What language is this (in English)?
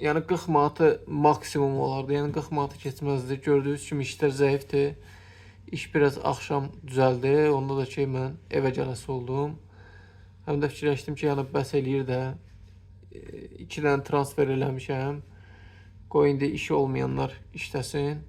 Azerbaijani